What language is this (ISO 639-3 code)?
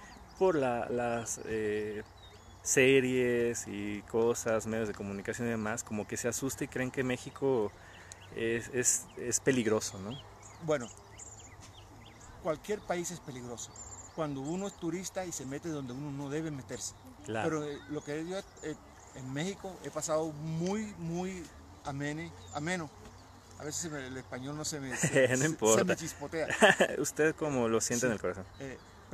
spa